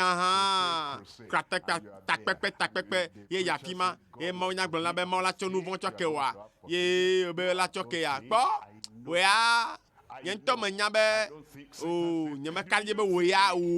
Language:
Ewe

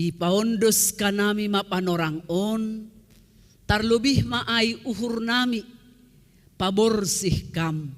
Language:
Batak Simalungun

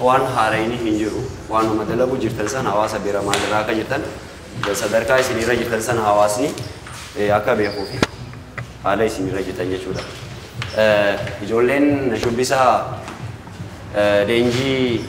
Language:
Oromo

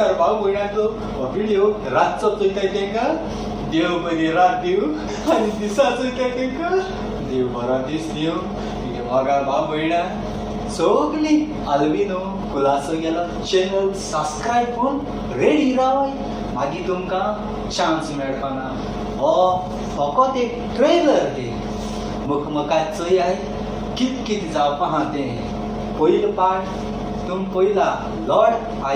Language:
Konkani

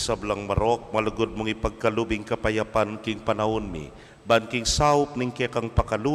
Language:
Pampanga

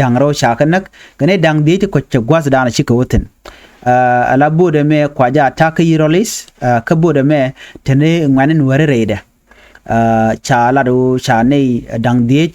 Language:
Nuer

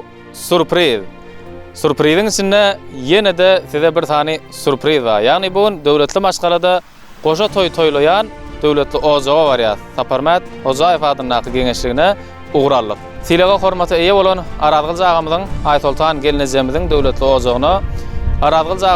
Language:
Turkmen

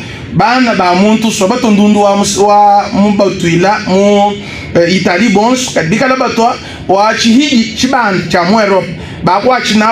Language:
Luba-Lulua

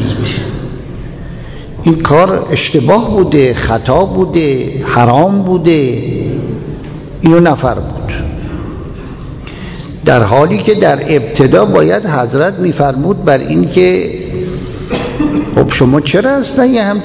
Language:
Persian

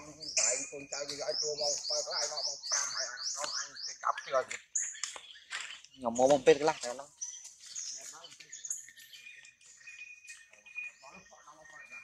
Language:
Vietnamese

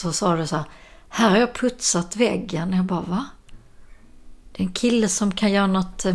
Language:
Swedish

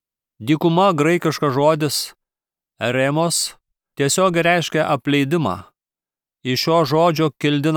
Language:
Lithuanian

